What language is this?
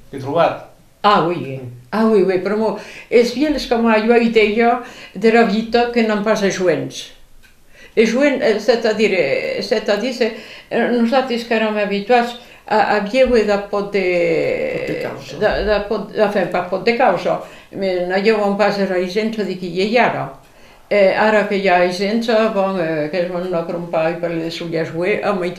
Occitan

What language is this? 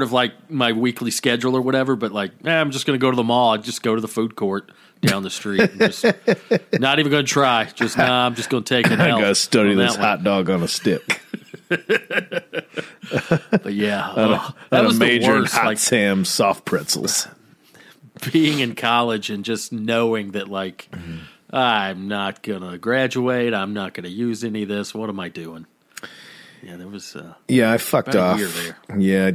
English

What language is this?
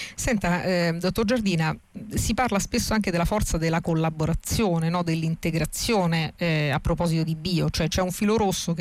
Italian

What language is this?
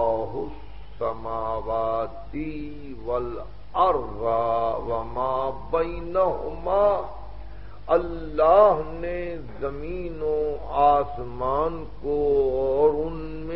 Urdu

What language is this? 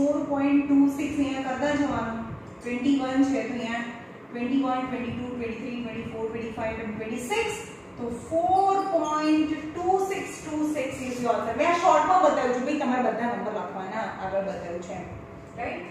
Gujarati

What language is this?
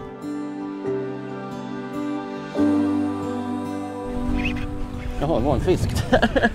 Swedish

